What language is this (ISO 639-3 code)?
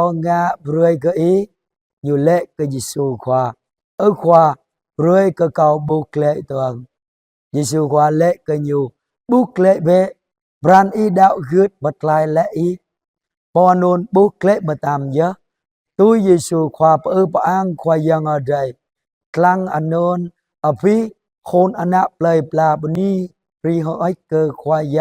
jra